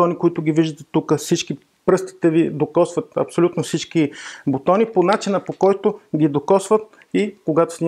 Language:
Bulgarian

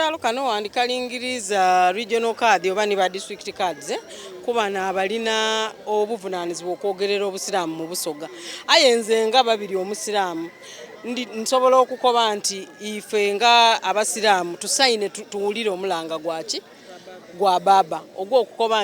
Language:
Soga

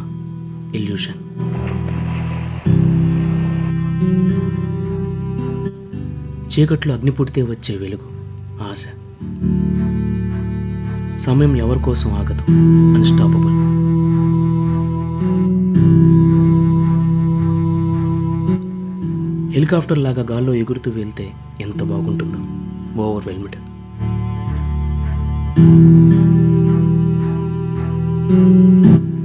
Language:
Telugu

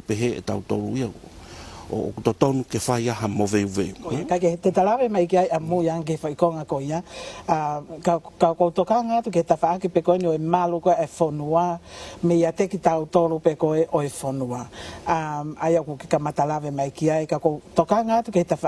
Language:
Tongan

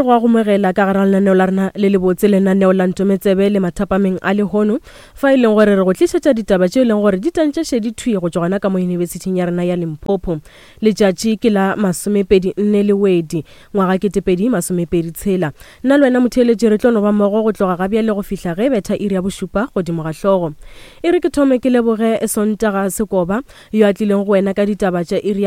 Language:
Northern Sotho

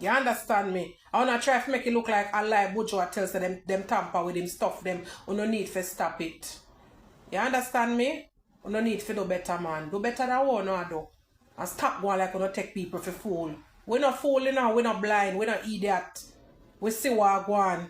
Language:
Jamaican Creole English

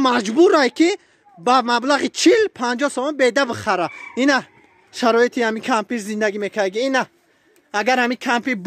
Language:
Tajik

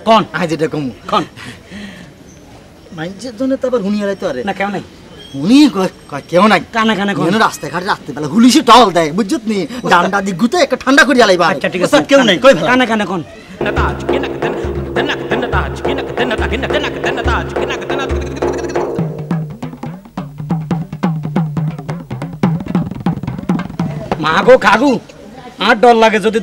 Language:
Bangla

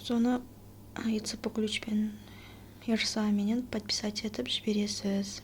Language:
Kazakh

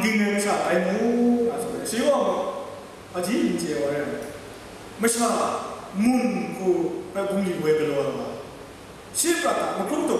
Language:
Kachin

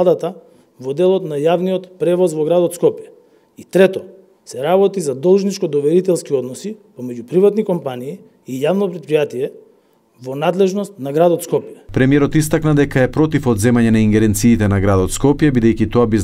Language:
Macedonian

